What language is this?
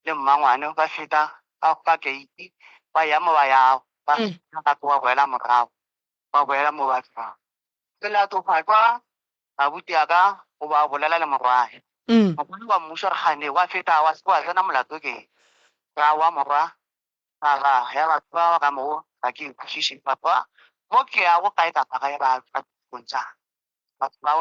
Northern Sotho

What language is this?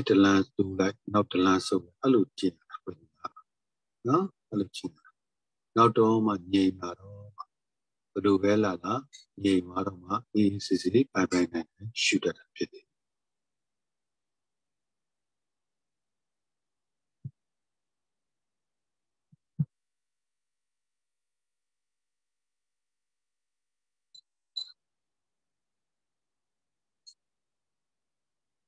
Burmese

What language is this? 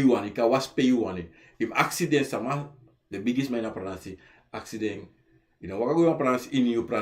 Sranan Tongo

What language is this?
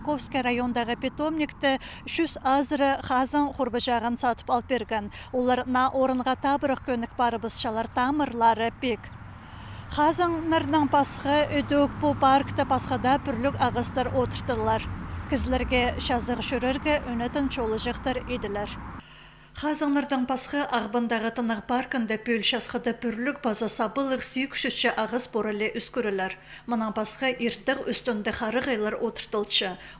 Khakas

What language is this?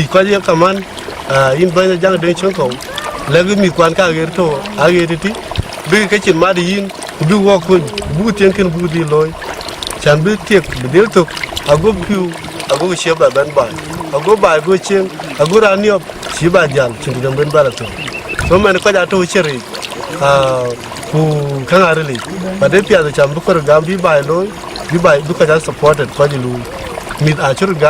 Dinka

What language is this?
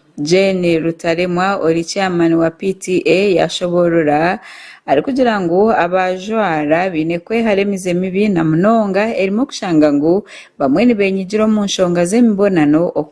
Nyankole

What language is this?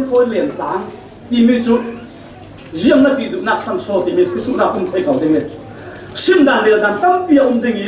Falam Chin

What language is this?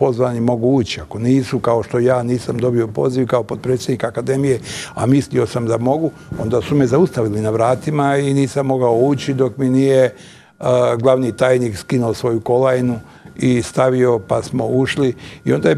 Bosnian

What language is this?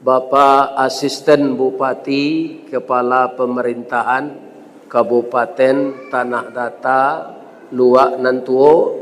Minangkabau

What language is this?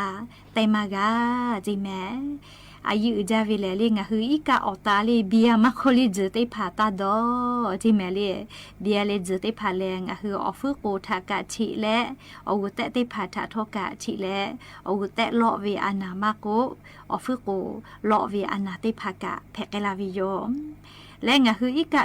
Lahu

